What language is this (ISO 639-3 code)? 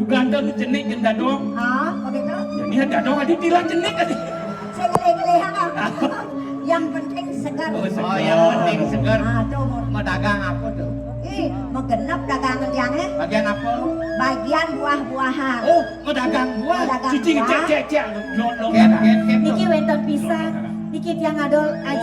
ban